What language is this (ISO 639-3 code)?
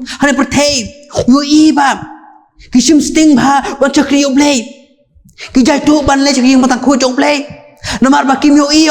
kha